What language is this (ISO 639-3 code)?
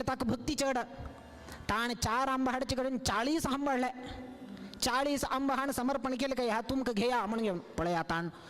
kok